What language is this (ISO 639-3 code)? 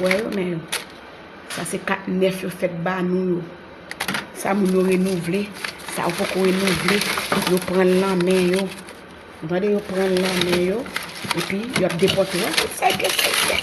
hat